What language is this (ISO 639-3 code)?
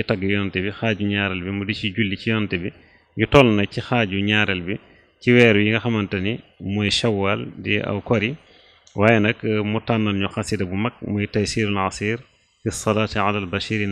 wol